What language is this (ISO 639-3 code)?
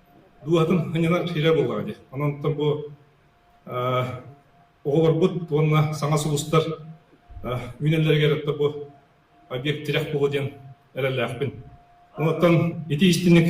sah